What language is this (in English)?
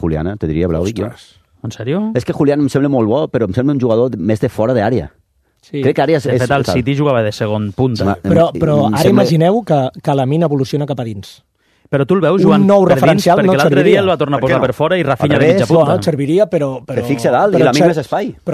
Catalan